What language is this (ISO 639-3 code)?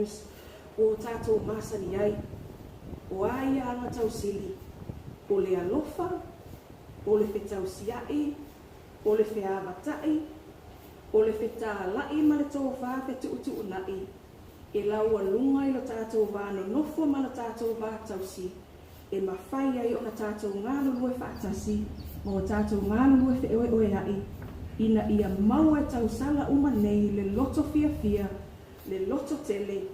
smo